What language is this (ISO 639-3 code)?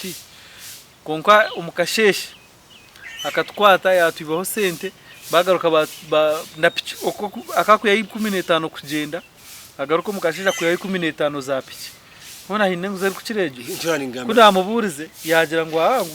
nyn